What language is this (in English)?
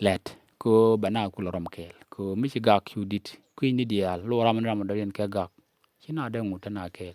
Nuer